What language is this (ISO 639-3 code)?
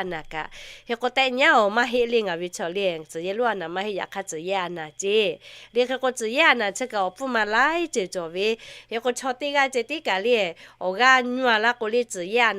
lhu